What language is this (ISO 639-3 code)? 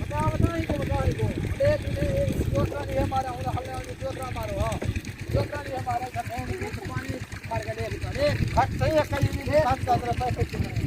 skr